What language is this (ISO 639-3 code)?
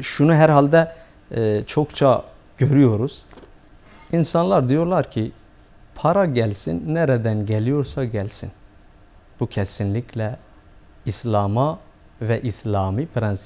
tur